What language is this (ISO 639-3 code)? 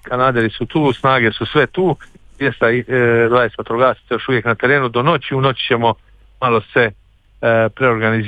hrv